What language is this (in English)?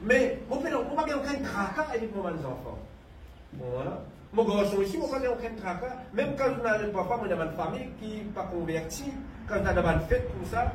Morisyen